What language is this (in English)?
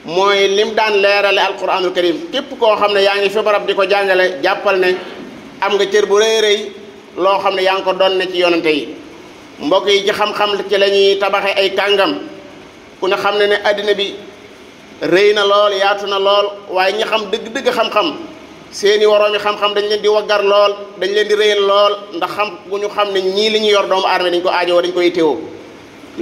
Wolof